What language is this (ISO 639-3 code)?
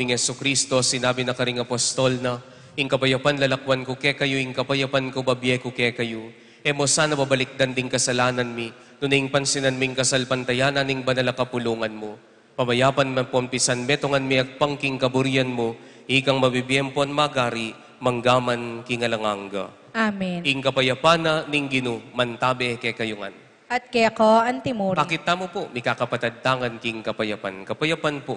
pam